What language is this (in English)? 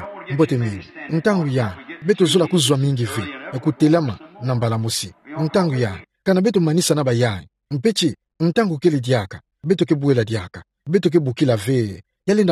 Kituba (Democratic Republic of Congo)